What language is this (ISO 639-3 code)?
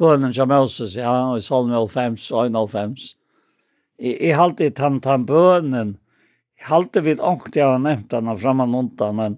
fao